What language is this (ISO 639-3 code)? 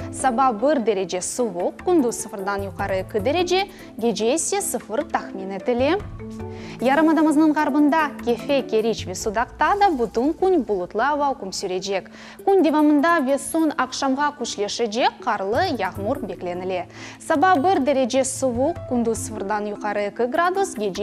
crh